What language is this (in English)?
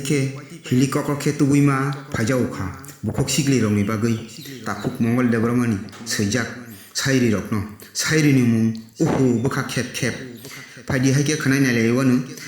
Kok Borok